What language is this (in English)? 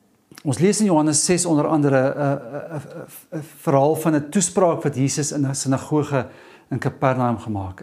Afrikaans